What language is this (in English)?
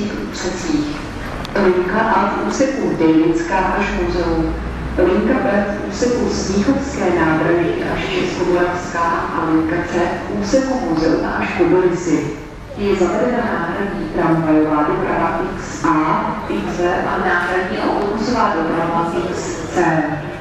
Czech